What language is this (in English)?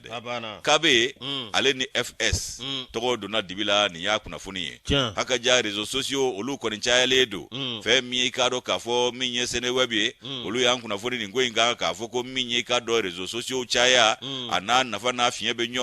Bambara